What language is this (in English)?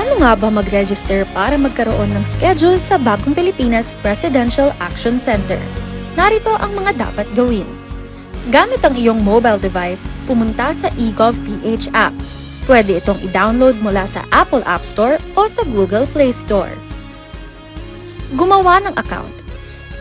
Filipino